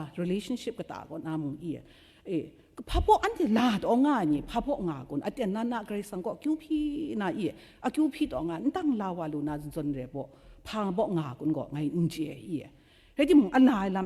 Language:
Kachin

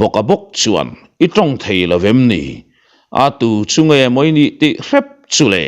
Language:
Mizo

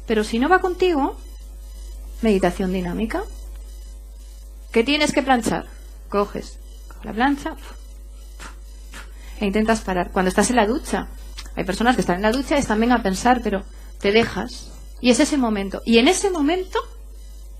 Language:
Spanish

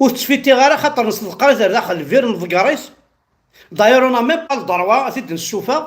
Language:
Kabyle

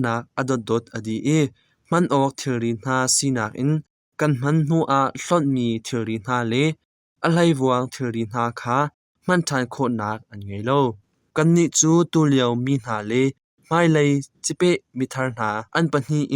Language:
Hakha Chin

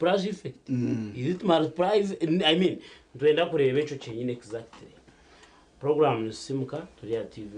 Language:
Nyankole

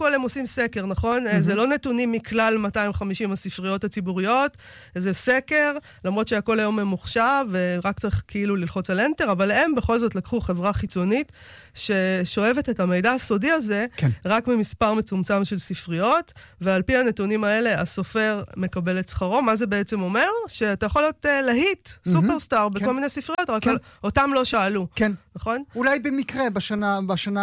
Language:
Hebrew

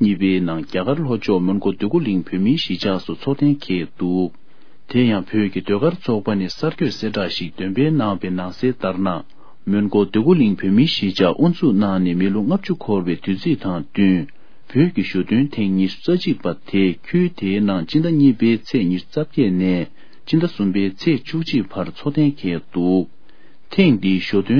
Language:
Tibetan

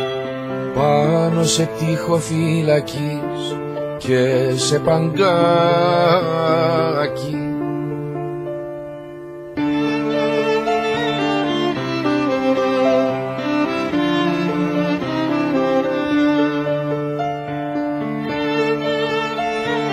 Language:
Greek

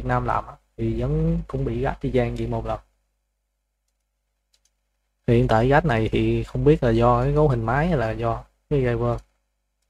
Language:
Vietnamese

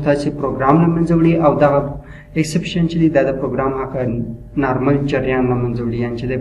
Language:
Pashto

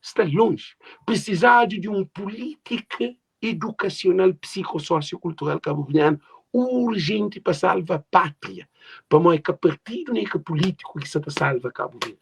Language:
Kabuverdianu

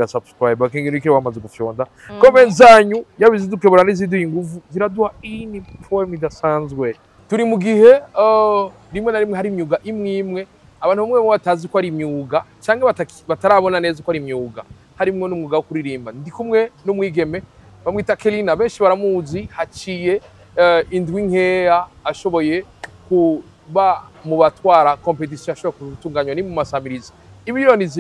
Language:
Rundi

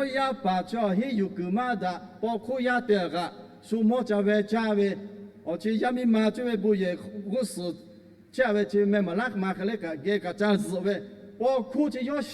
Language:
Lahu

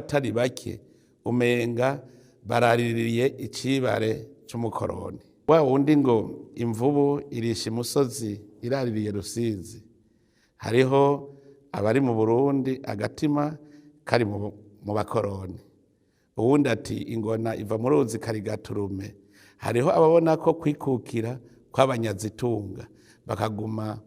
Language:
Rundi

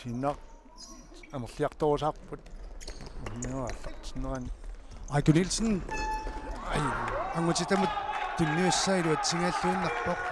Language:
Kalaallisut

